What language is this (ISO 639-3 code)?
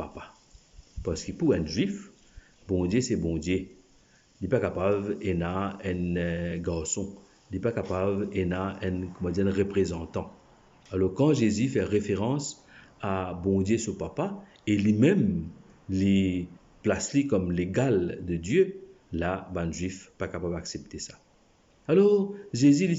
mfe